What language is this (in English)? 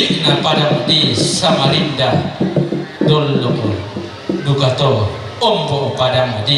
Toraja-Sa'dan